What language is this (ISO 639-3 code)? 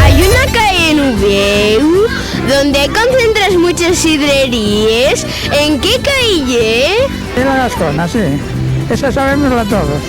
ast